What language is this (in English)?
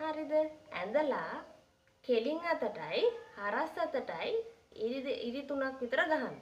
Sinhala